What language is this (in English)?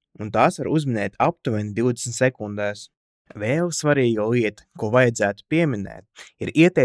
Latvian